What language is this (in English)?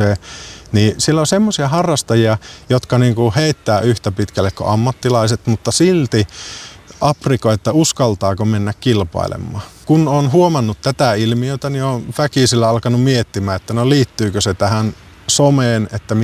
Finnish